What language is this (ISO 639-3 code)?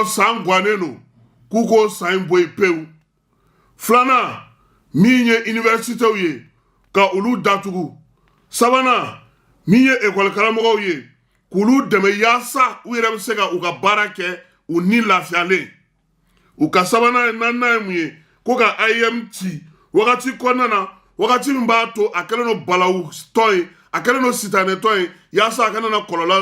bam